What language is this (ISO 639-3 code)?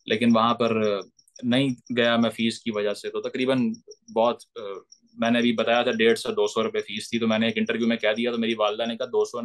urd